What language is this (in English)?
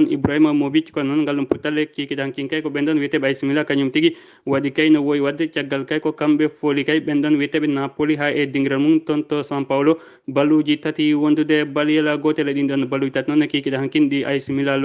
Fula